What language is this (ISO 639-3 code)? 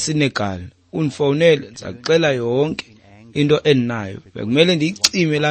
xho